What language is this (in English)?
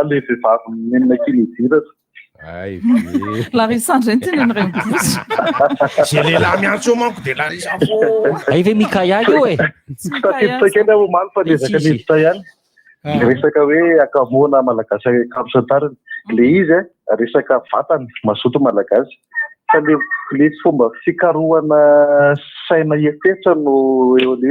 Malagasy